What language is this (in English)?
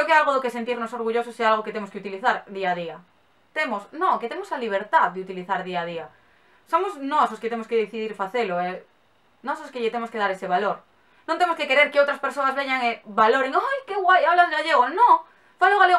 Galician